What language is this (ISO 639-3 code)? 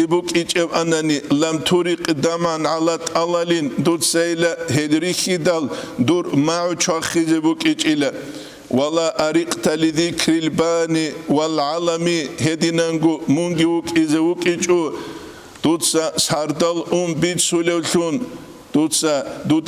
ava